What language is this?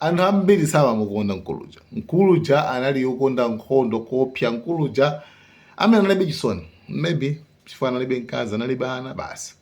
Nyanja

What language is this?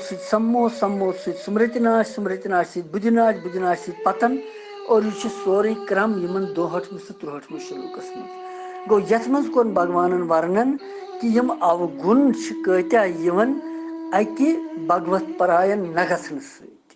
Kashmiri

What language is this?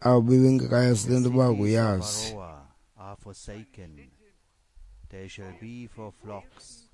Xhosa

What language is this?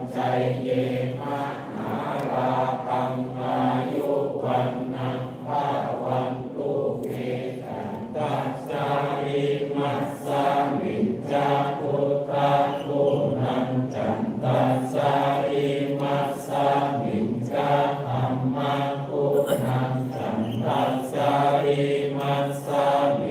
Pali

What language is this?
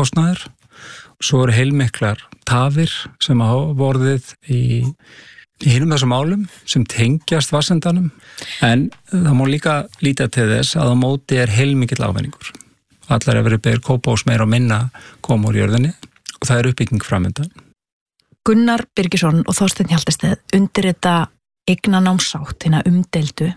Icelandic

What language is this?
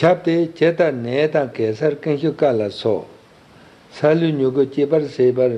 Tibetan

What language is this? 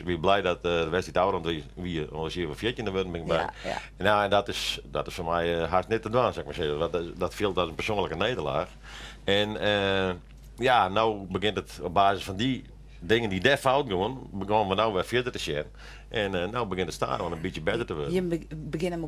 Western Frisian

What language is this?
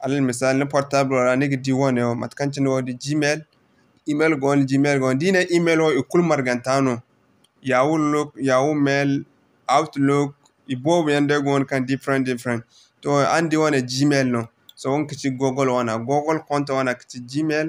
Zarma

